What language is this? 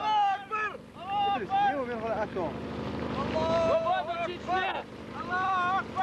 Chechen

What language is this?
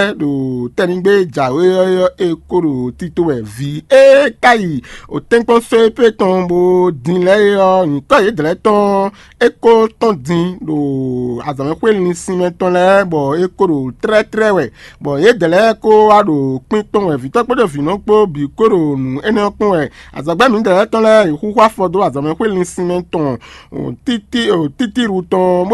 Fon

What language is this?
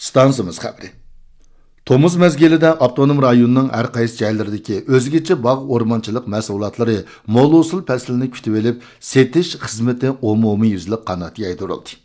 Uyghur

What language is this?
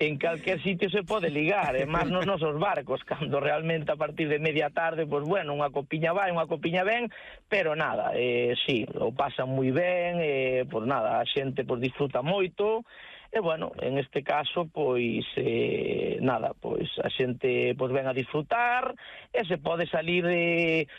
Galician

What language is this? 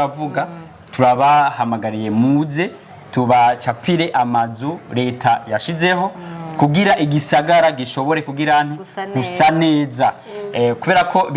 Rundi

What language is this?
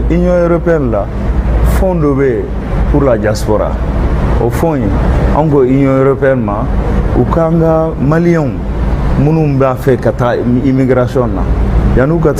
Bambara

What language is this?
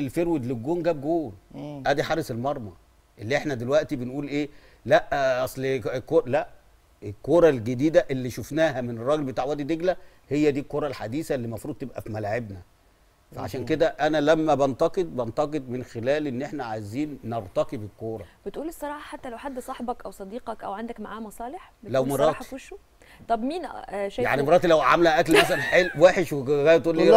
Egyptian Arabic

